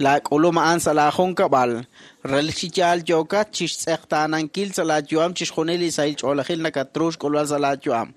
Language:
Kekchí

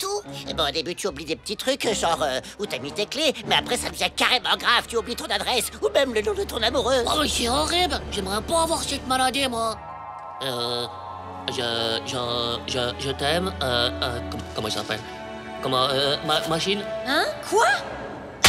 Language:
French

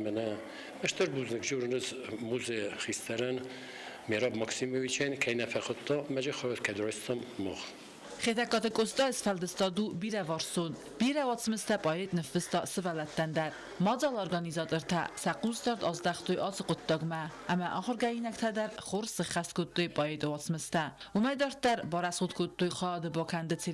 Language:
Ossetic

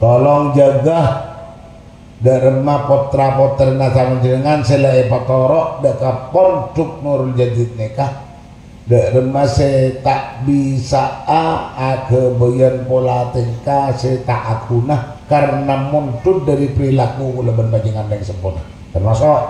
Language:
Madurese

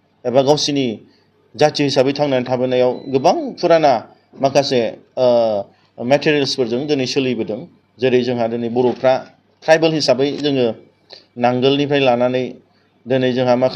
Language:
Bodo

